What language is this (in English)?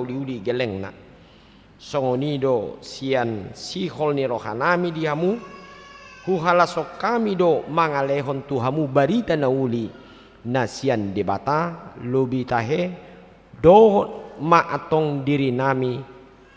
Batak Toba